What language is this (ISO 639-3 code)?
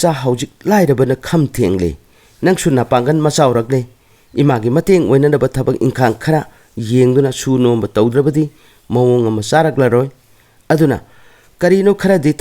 mni